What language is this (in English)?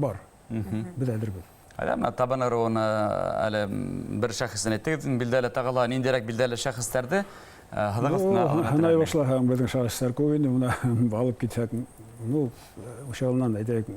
Bashkir